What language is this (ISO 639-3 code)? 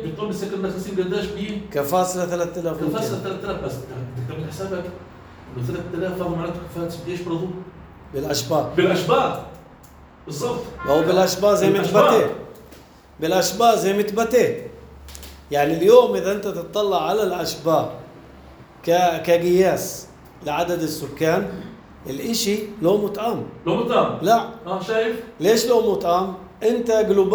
apc